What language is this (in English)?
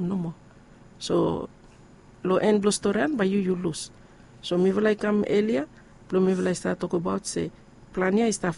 Bislama